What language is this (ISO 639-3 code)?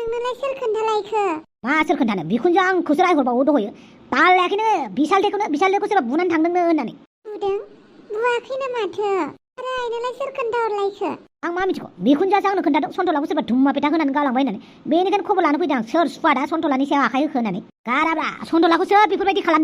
brx